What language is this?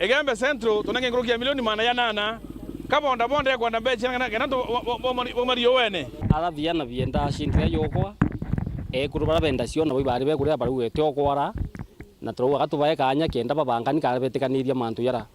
Meru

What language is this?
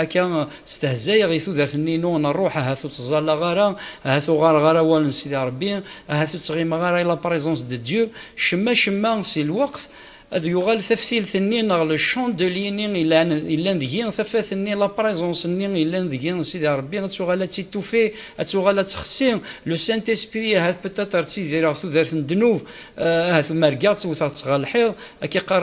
Kabyle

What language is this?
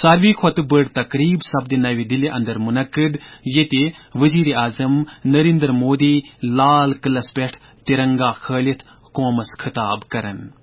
Kashmiri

